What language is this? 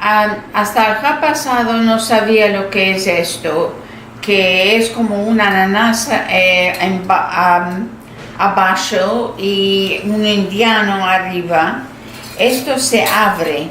Ladino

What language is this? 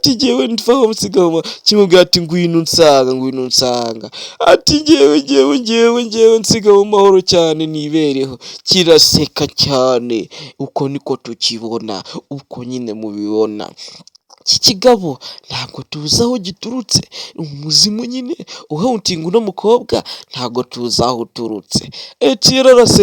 Kinyarwanda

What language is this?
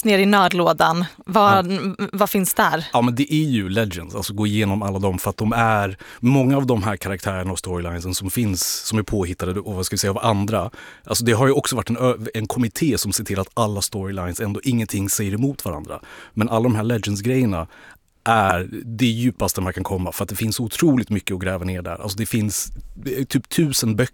Swedish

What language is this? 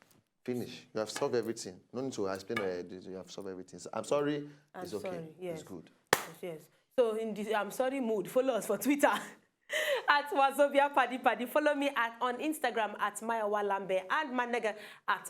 Nigerian Pidgin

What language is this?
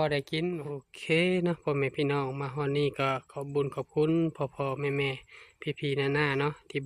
Northeastern Thai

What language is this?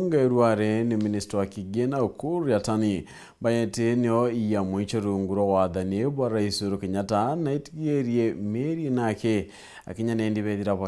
Meru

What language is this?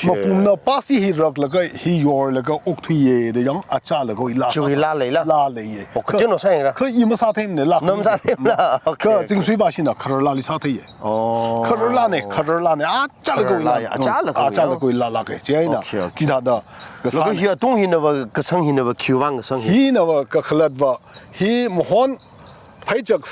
Tangkhul Naga (India)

